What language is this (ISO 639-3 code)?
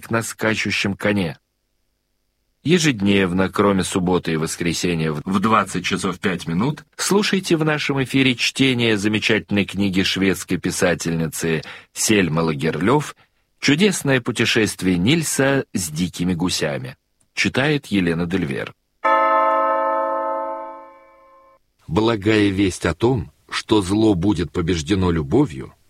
rus